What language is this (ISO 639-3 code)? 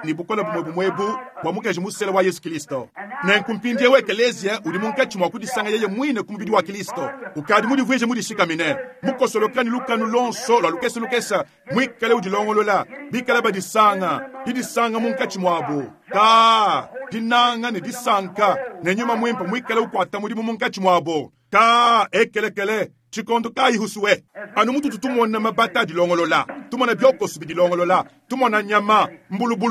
lua